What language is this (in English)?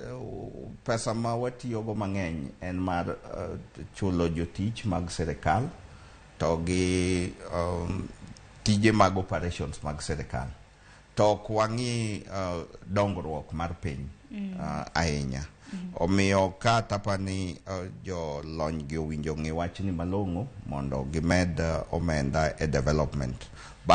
Luo (Kenya and Tanzania)